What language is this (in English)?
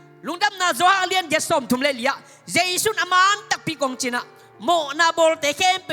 Tedim Chin